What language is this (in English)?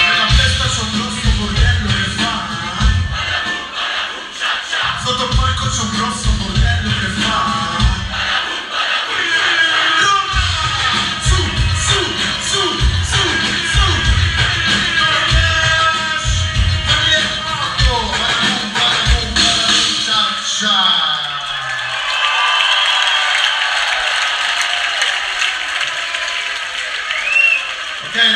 Italian